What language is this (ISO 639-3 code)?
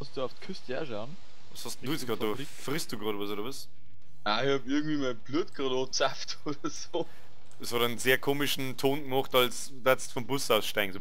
bar